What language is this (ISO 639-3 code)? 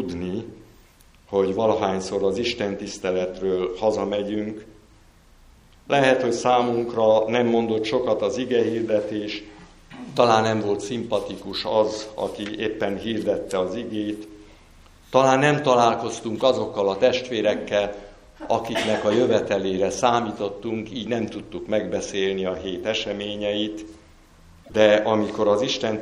hun